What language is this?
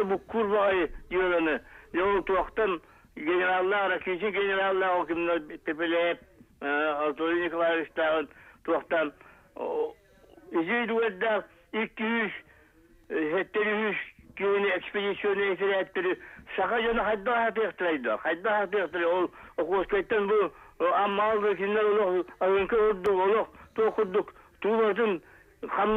Yakut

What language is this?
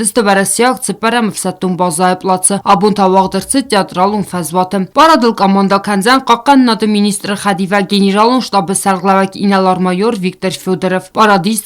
Ossetic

